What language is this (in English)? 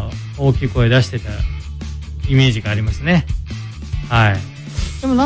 Japanese